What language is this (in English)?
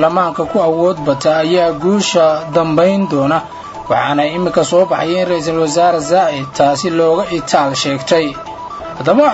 Somali